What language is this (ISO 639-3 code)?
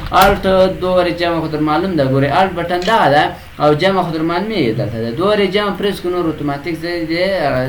pus